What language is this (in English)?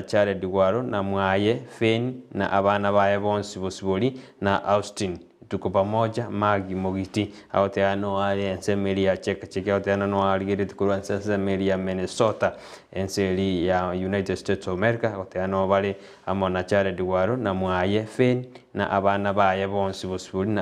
Gusii